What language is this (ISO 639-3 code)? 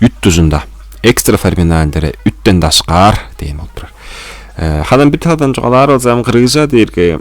tyv